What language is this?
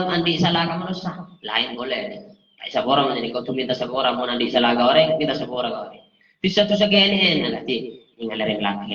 Madurese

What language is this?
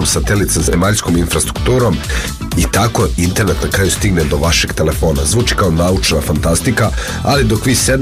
Serbian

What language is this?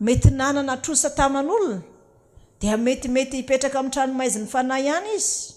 Malagasy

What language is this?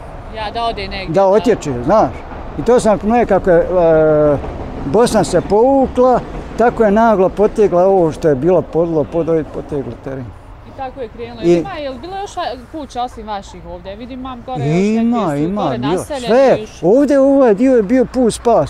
Bosnian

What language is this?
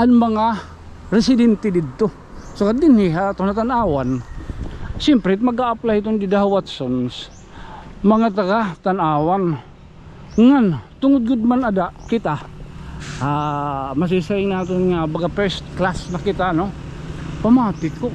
Waray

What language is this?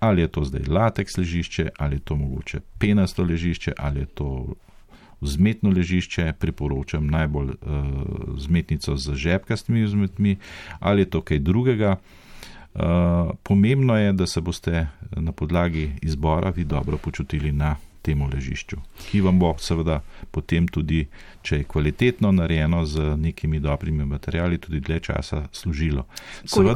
Slovenian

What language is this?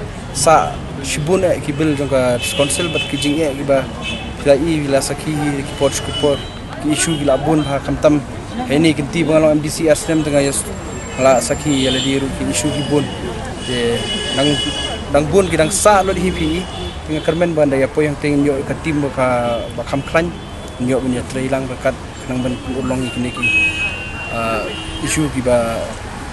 Khasi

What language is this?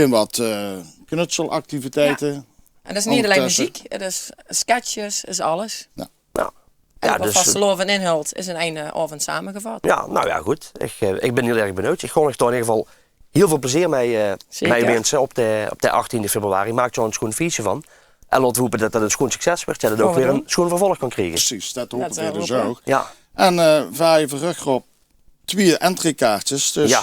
Limburgish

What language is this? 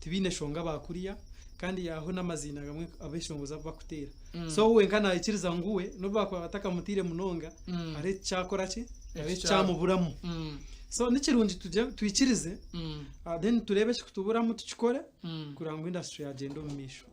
Nyankole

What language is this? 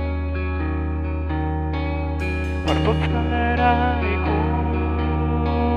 Basque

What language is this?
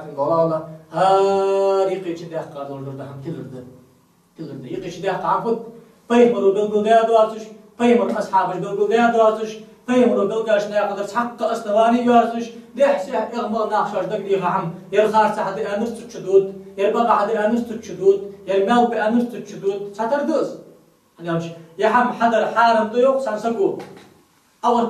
Ingush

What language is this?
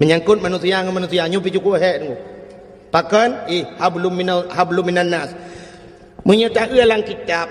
Achinese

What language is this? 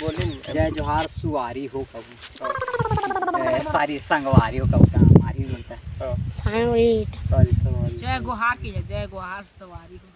Chhattisgarhi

